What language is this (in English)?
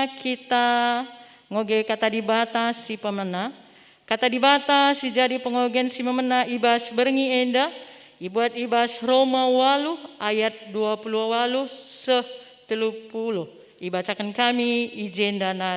Batak Karo